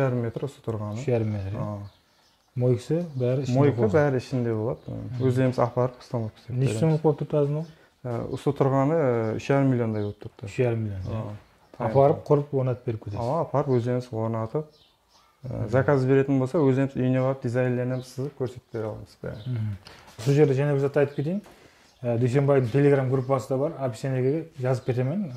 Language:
Kazakh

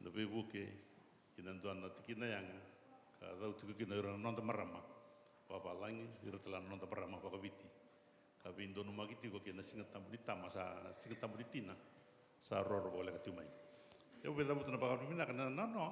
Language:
Fijian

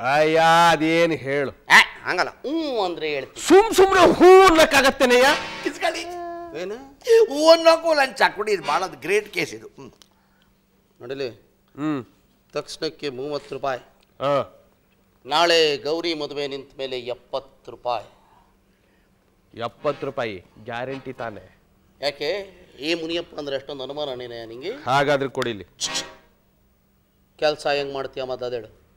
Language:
Kannada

